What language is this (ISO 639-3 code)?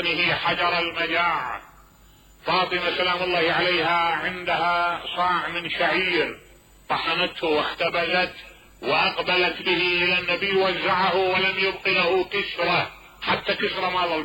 acm